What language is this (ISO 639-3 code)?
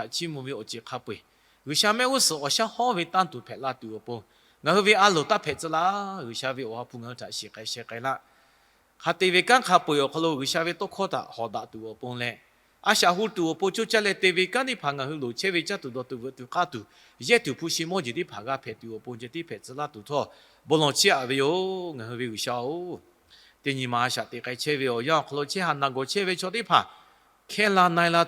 lhu